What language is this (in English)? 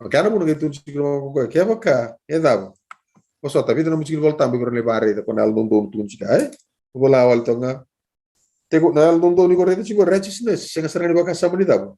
Fijian